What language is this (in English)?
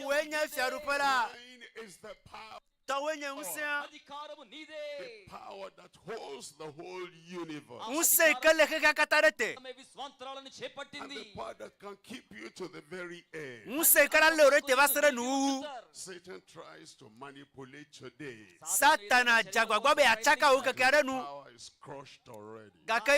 Ewe